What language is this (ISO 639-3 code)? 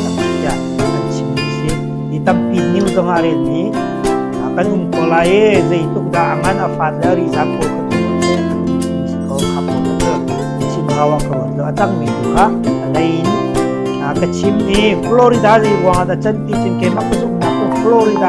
cnh